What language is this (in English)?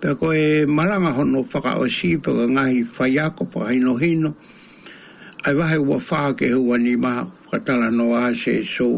Tongan